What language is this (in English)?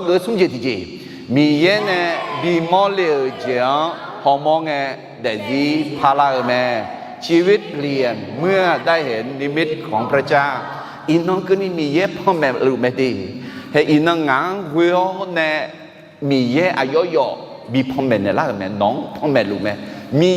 Akha